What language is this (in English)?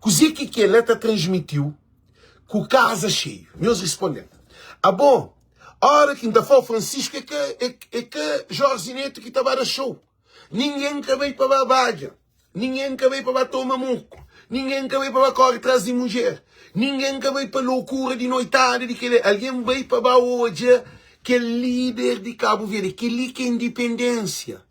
Kabuverdianu